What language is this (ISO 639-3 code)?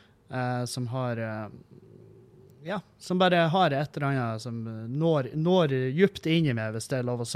nor